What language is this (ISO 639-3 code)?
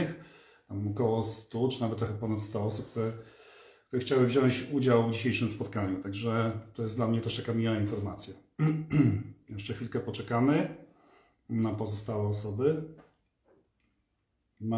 pol